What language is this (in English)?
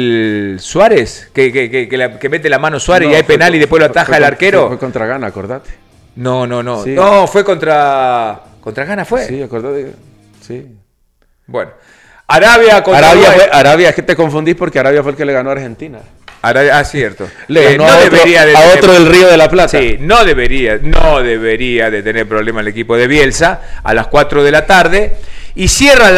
Spanish